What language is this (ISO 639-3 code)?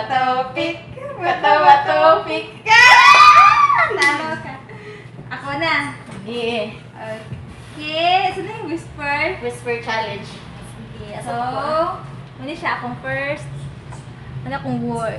ceb